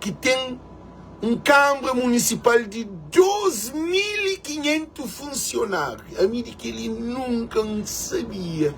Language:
Kabuverdianu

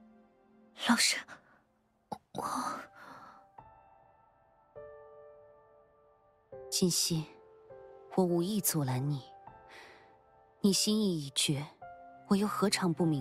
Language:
Chinese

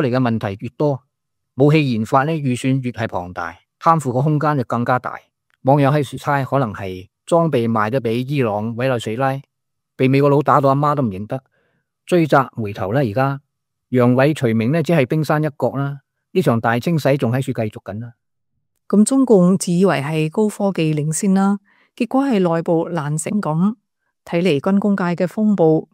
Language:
Cantonese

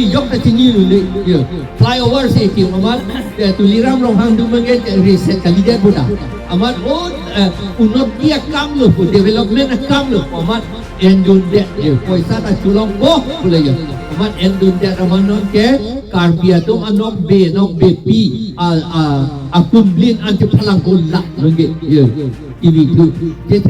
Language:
Karbi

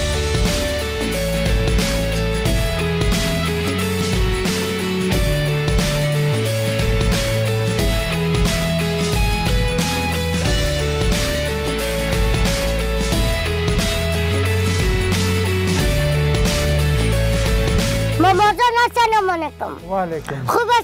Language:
Persian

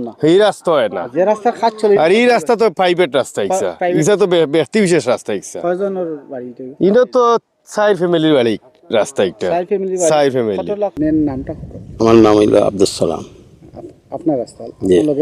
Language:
Sylheti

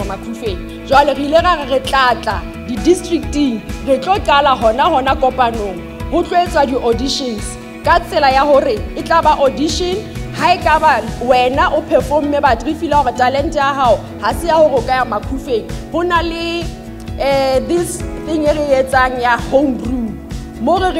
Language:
Southern Sotho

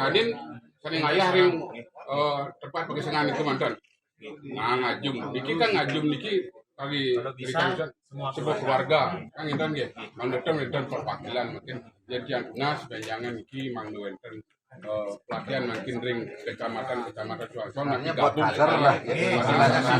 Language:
Balinese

